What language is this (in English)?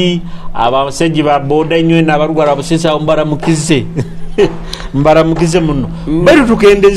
Nyoro